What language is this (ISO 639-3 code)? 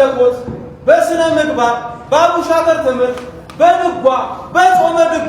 amh